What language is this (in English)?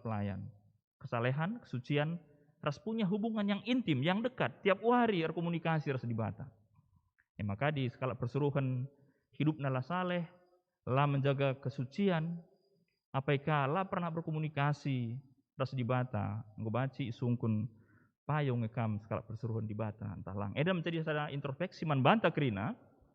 Batak Karo